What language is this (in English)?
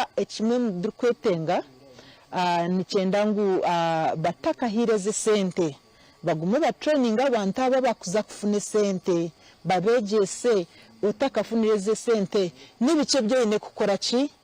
Nyankole